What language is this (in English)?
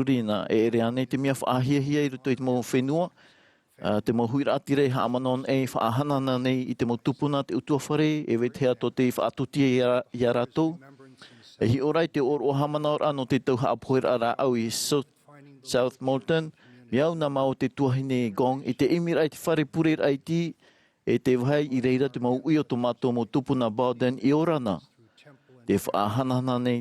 Tahitian